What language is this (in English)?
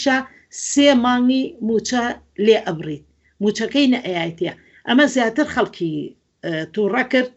Central Kurdish